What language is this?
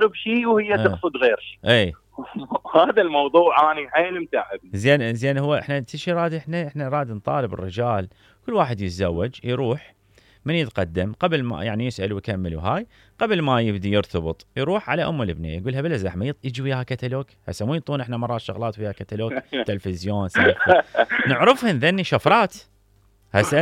Mesopotamian Arabic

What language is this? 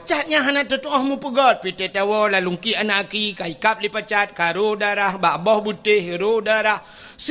Achinese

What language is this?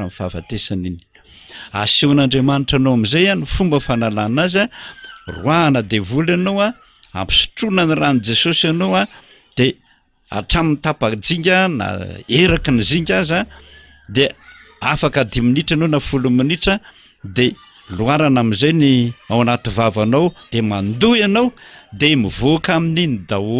Malagasy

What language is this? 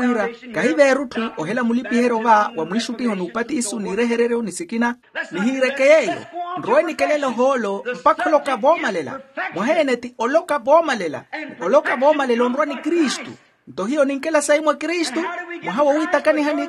Makhuwa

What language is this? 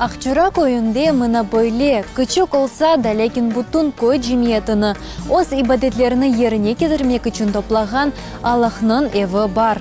Crimean Tatar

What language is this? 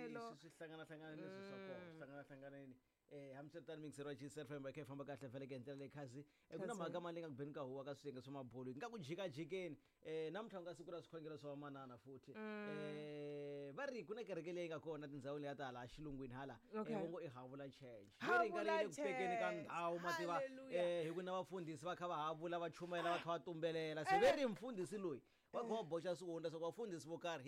Tsonga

